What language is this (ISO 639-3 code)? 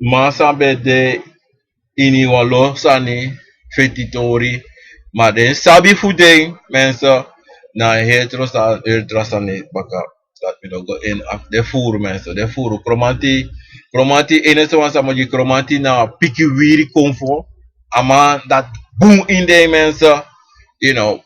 srn